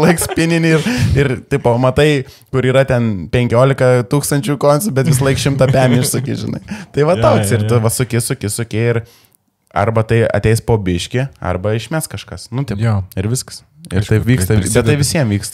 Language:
Lithuanian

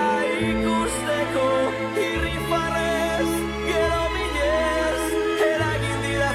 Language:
Basque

